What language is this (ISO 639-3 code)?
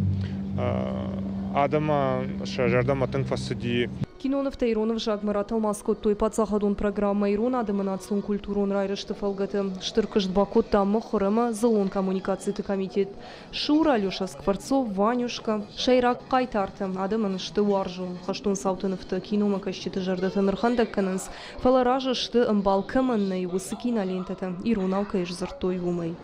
oss